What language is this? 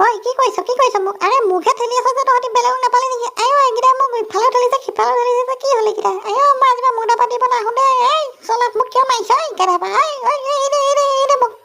Assamese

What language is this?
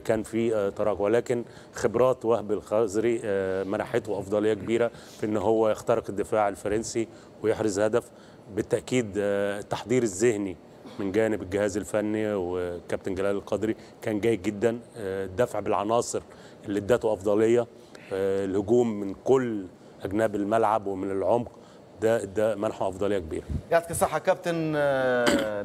Tunisian Arabic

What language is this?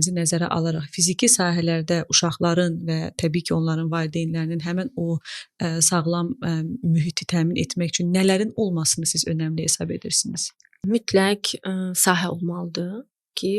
Azerbaijani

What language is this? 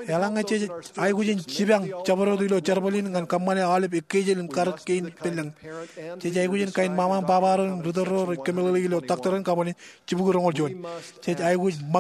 Marshallese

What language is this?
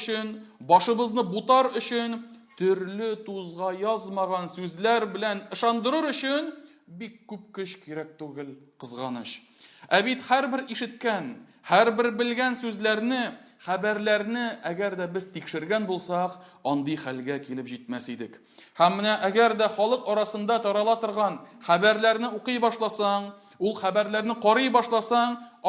Tatar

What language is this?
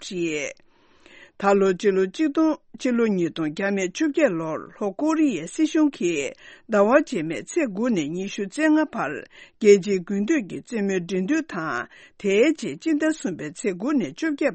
Tibetan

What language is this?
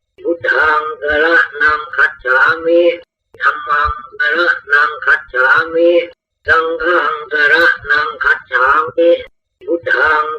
Pali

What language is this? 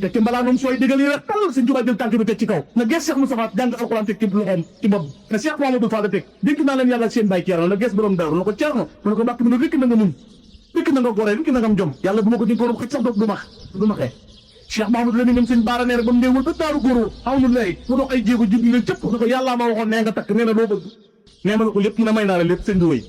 Wolof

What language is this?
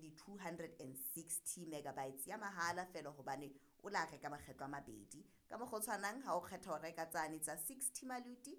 Southern Sotho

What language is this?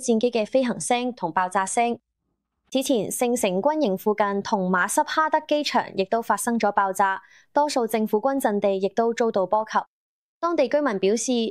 Cantonese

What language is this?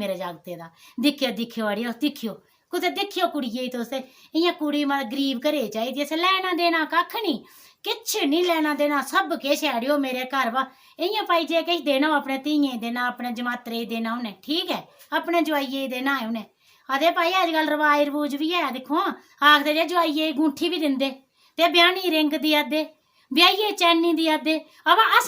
Dogri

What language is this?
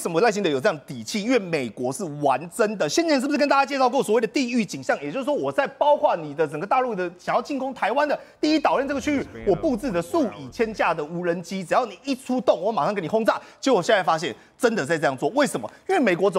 Chinese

